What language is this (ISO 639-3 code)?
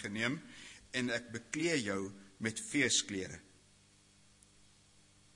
afr